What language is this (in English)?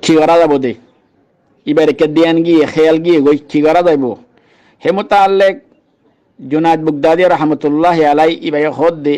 Rohingya